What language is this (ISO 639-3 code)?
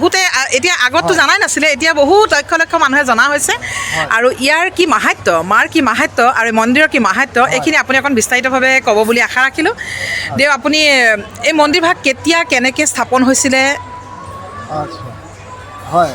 asm